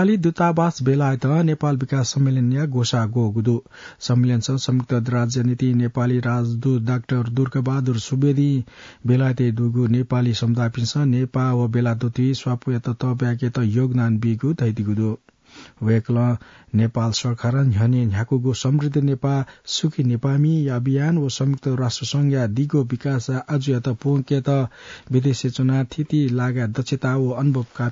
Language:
Newari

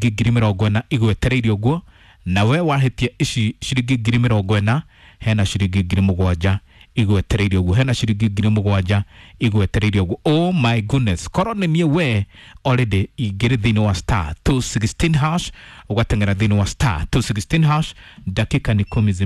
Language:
Kikuyu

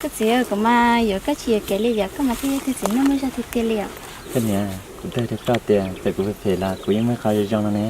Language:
Hmong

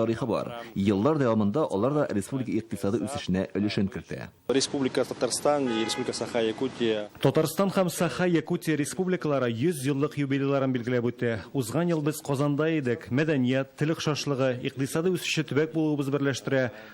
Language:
Tatar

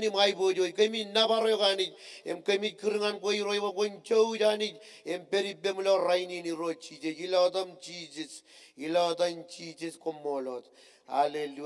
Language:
Marshallese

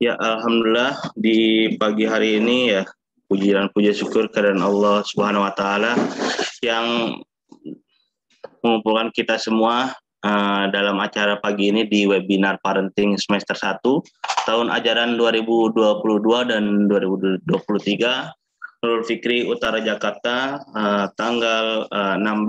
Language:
Indonesian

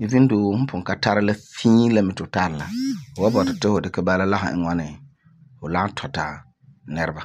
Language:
Frafra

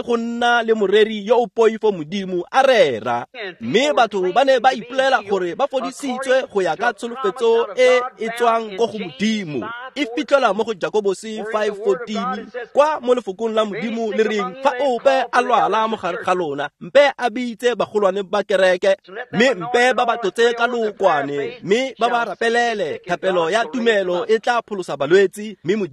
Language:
Tswana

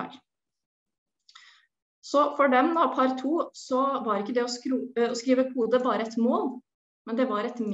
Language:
Norwegian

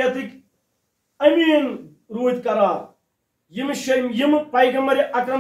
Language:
Kashmiri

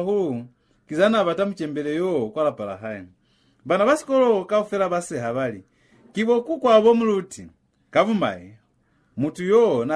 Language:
Lozi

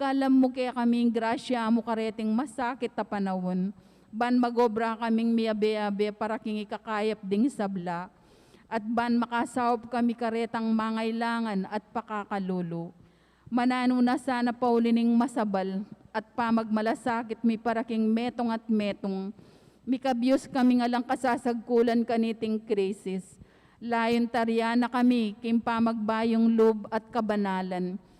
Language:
Pampanga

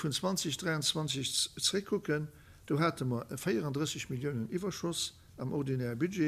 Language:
Luxembourgish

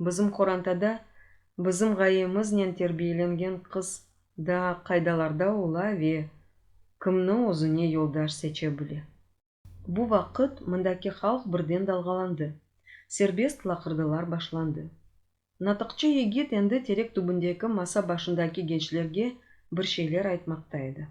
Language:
Crimean Tatar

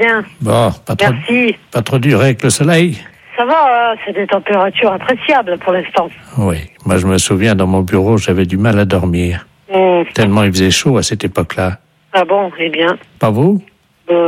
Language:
French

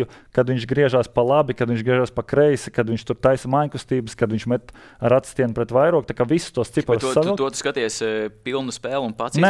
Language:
Latvian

